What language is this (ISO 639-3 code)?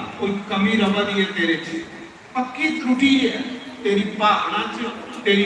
doi